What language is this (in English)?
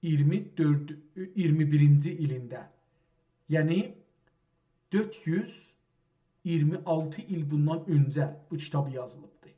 South Azerbaijani